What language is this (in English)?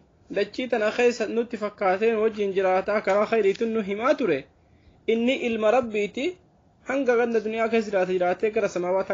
Oromo